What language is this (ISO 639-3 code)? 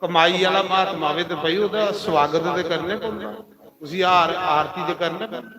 doi